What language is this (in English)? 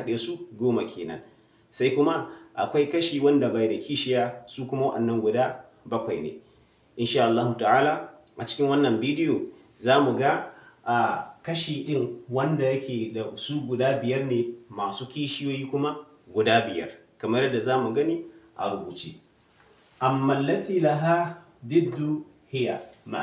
Hausa